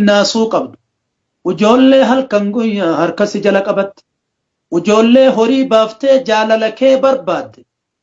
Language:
Oromo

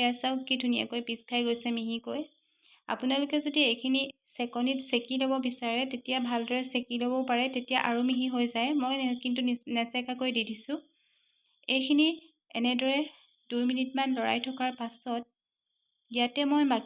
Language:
Assamese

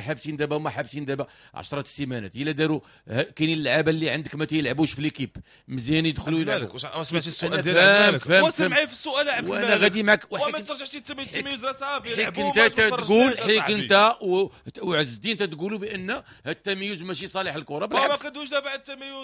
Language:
Moroccan Arabic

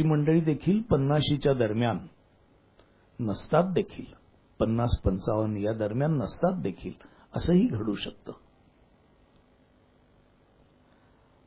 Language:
Marathi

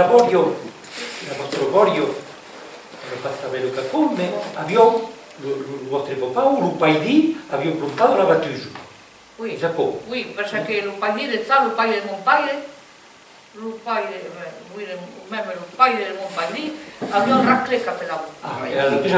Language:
Occitan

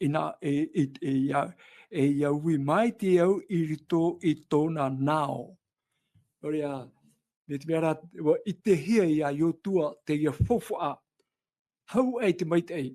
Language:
Tahitian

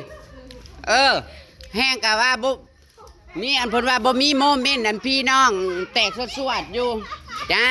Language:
Northeastern Thai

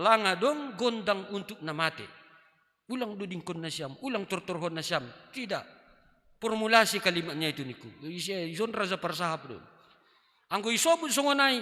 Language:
Batak Simalungun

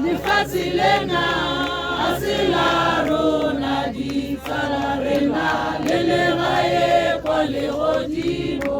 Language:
Tswana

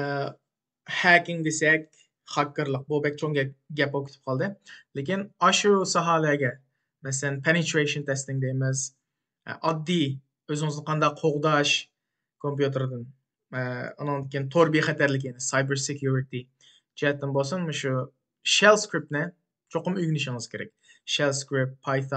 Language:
Uyghur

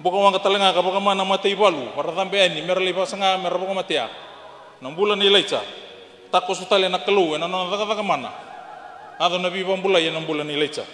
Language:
Fijian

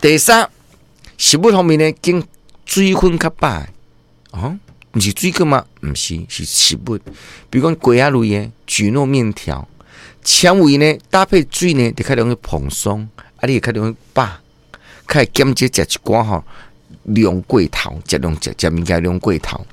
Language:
Min Nan Chinese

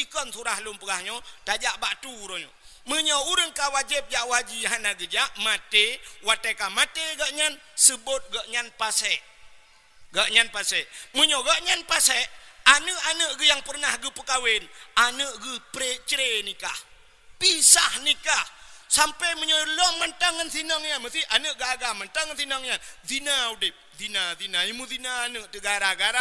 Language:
Achinese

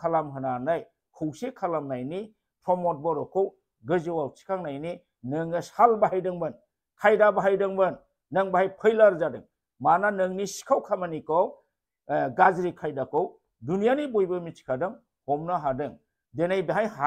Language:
Bodo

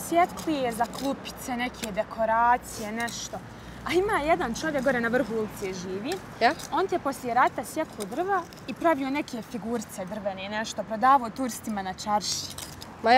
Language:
Bosnian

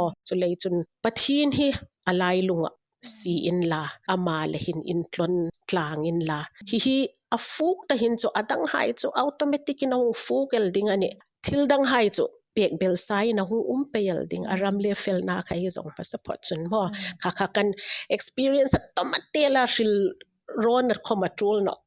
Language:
Hmar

